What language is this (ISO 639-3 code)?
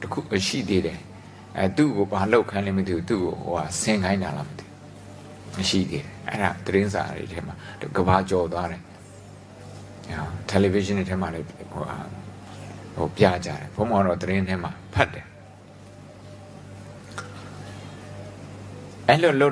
mya